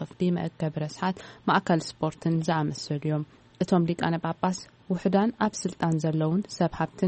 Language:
Tigrinya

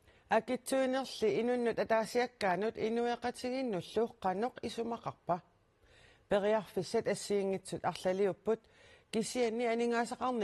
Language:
Kalaallisut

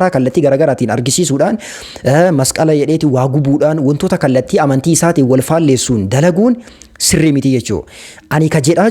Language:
Oromo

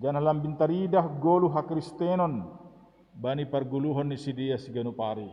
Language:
Batak Simalungun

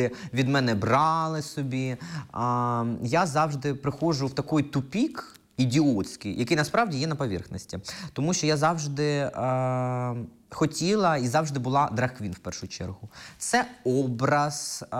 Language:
Ukrainian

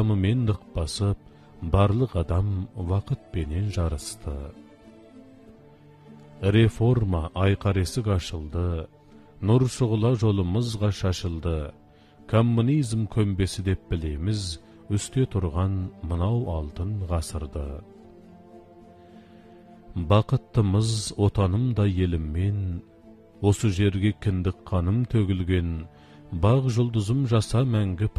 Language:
Kazakh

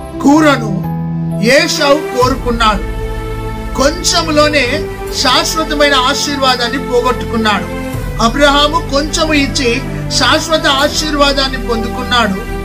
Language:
Telugu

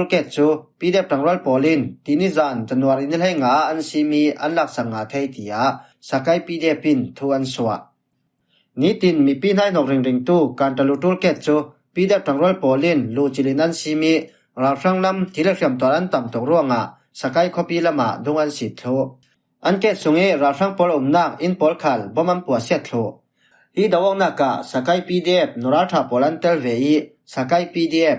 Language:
Falam Chin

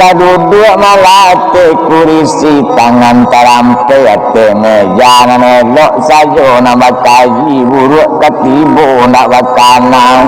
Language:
Minangkabau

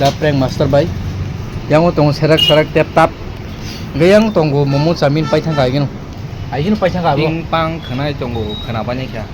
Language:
Kok Borok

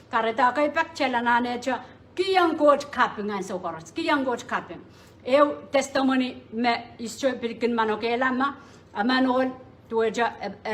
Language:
Pohnpeian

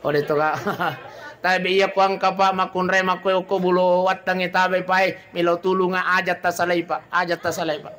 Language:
Buginese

